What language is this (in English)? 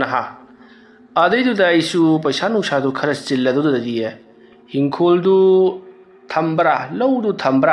Manipuri